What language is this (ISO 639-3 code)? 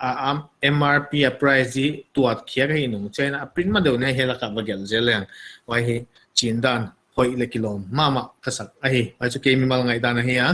pck